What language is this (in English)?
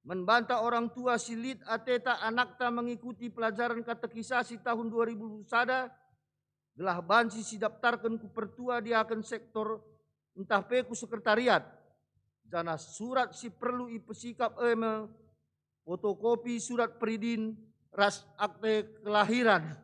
Batak Karo